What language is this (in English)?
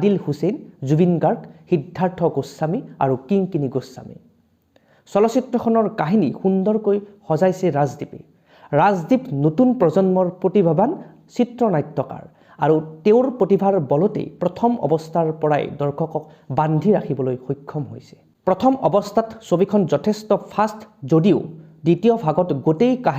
Assamese